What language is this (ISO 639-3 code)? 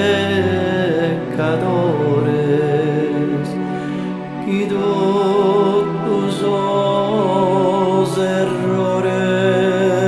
srd